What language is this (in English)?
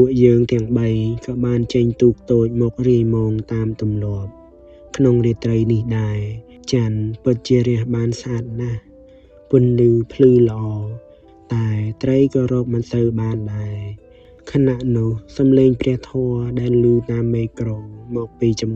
Khmer